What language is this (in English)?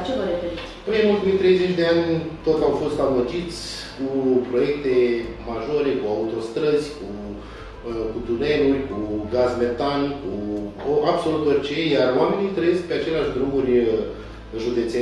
Romanian